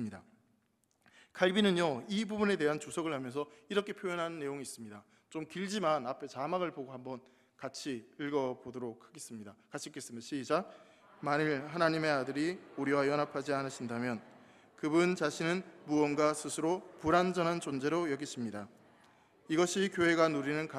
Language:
Korean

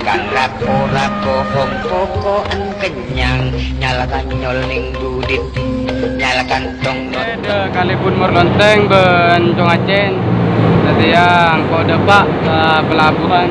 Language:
Madurese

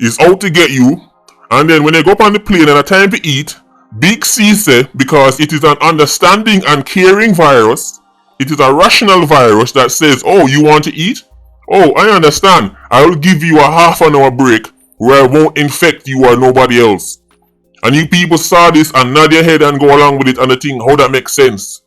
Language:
Jamaican Creole English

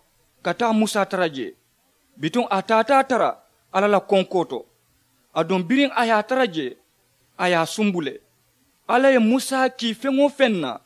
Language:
Mandingo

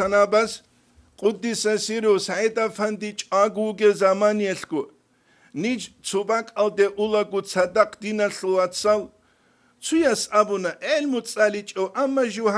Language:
Avaric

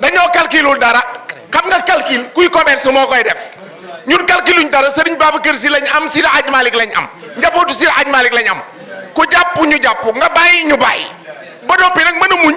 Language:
Wolof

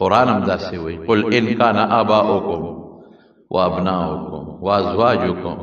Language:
Pashto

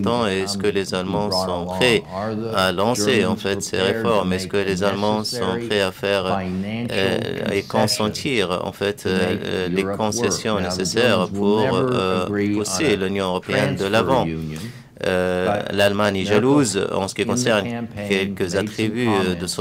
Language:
French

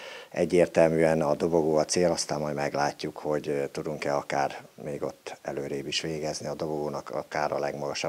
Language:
Hungarian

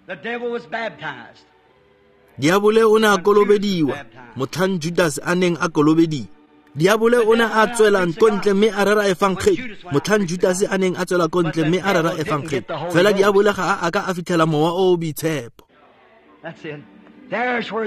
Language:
Tswana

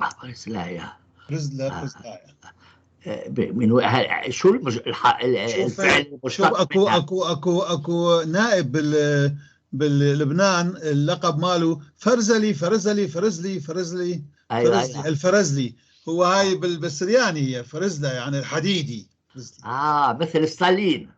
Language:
North Levantine Arabic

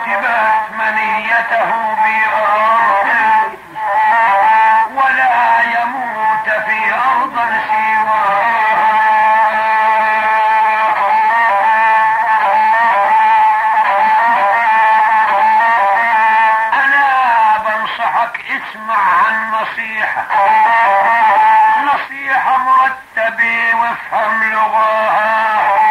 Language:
Arabic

